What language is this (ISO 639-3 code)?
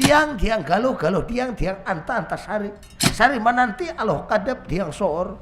bjn